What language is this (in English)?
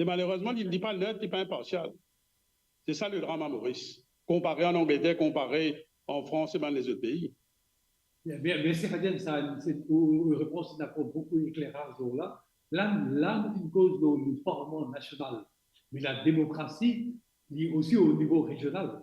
Morisyen